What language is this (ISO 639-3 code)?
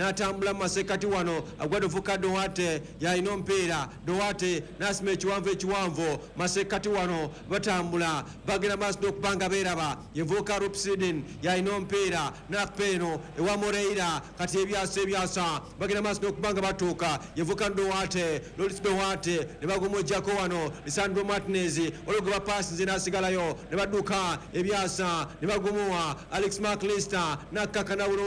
lug